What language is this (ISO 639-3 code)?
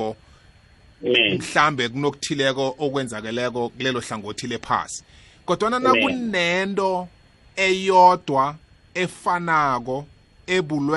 nbl